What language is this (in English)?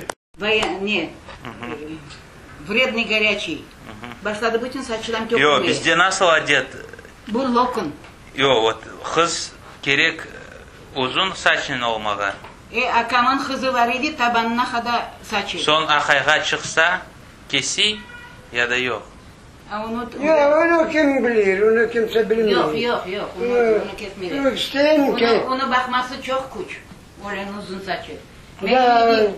Crimean Tatar